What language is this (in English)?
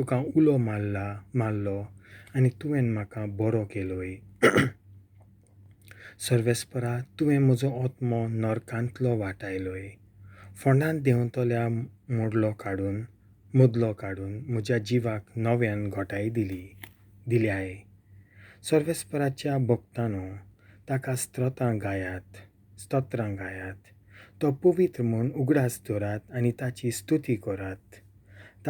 Konkani